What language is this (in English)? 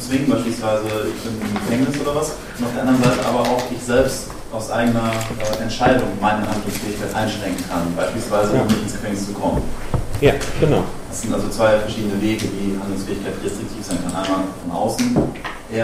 German